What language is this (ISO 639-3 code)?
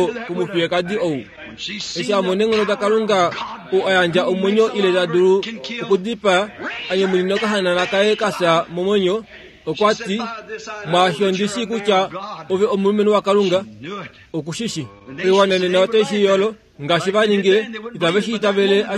kua